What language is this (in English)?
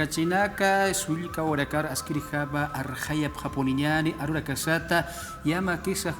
Aymara